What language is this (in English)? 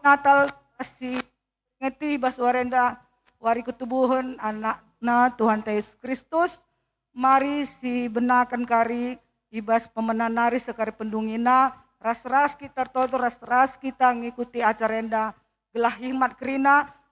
Batak Karo